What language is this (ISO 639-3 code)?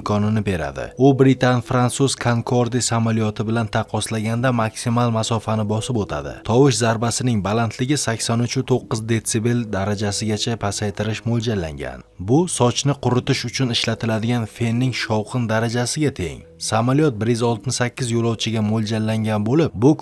uzb